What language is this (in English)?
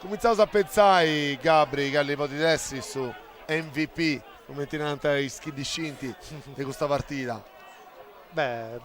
Sardinian